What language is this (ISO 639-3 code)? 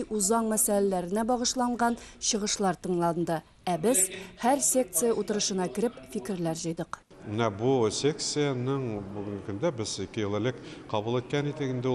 tat